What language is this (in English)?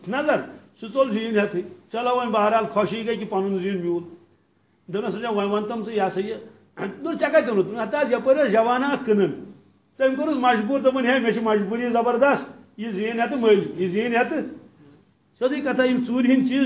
Kashmiri